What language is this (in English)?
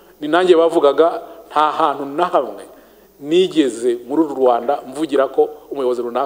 Kinyarwanda